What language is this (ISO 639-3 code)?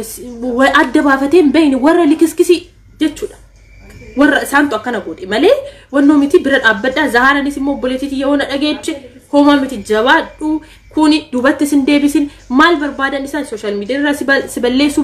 orm